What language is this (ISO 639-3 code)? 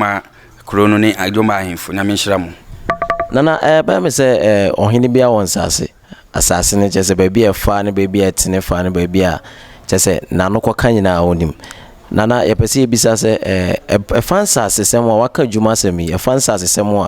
aka